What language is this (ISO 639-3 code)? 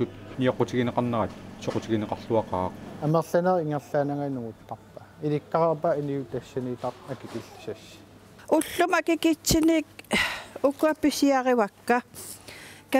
kal